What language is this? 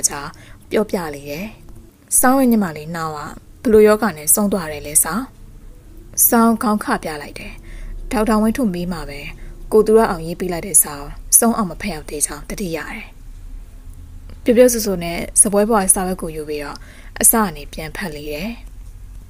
Burmese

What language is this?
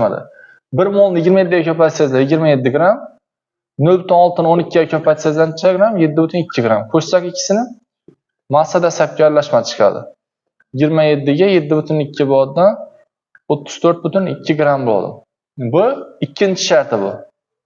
Uzbek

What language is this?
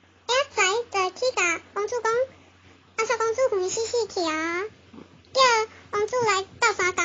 Min Nan Chinese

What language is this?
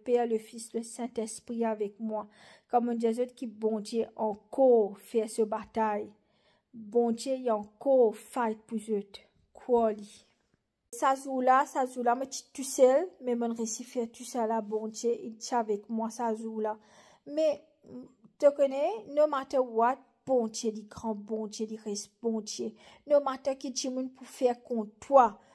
Morisyen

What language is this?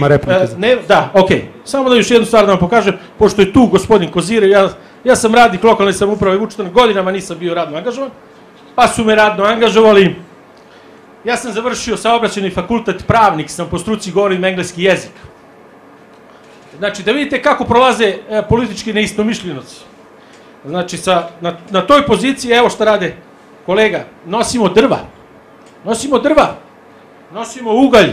Serbian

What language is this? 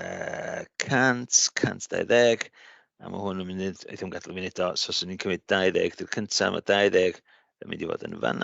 Welsh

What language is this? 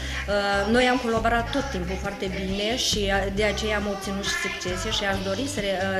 Romanian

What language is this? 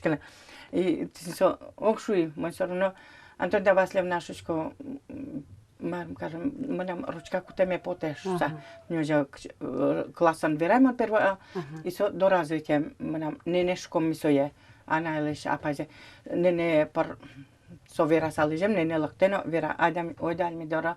Udmurt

